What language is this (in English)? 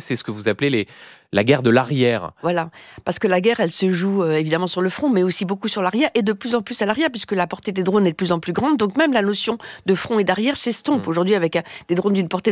French